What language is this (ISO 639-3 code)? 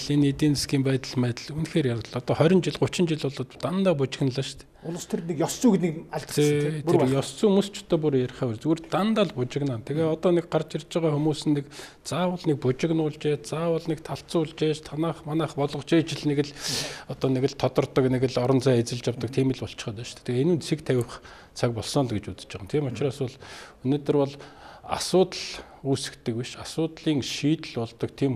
mon